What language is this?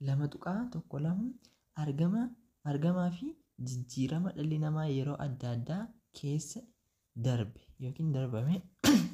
Oromo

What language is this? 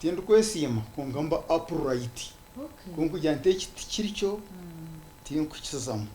Nyankole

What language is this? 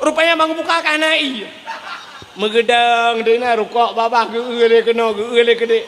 Achinese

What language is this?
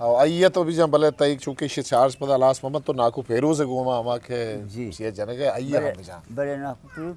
Eastern Balochi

